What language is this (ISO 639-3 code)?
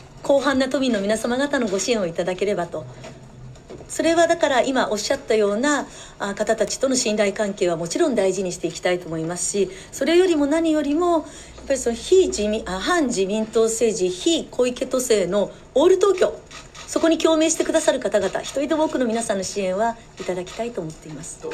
jpn